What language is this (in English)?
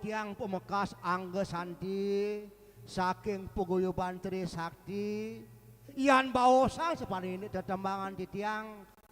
Balinese